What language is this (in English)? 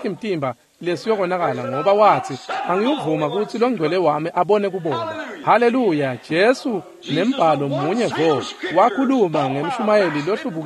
Swati